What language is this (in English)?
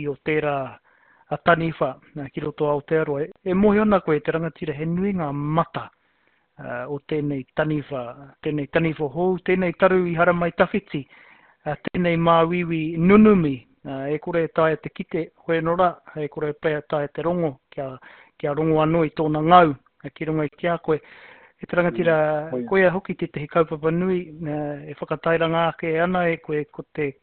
Māori